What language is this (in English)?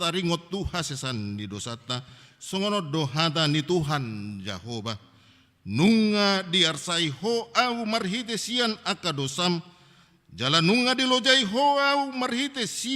Batak Toba